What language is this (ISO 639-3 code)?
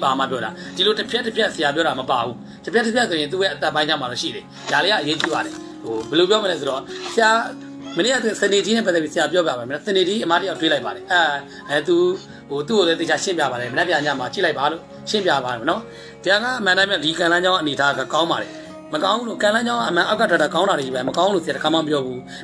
mya